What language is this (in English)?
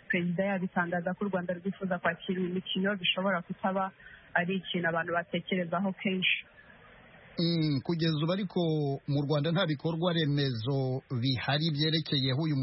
Kinyarwanda